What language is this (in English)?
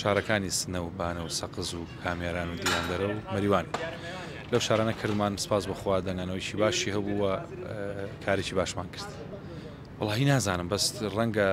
Central Kurdish